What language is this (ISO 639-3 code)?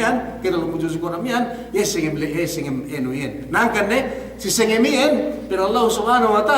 yka